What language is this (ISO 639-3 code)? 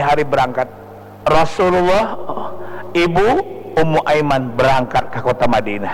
bjn